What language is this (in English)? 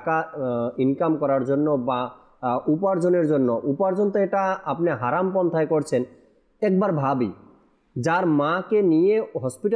Bangla